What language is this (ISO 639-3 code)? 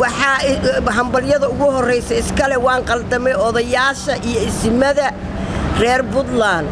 som